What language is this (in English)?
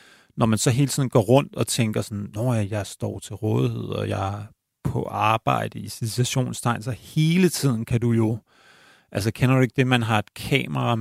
Danish